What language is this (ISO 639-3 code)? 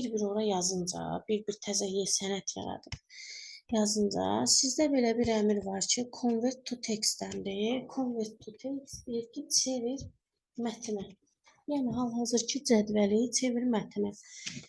aze